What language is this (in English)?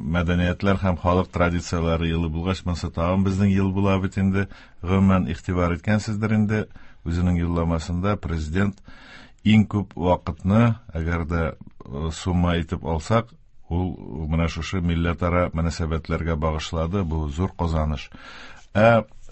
Tatar